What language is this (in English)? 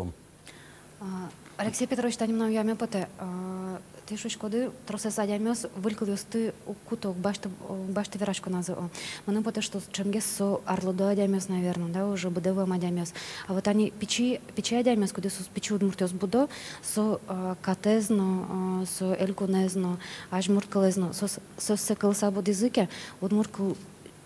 Udmurt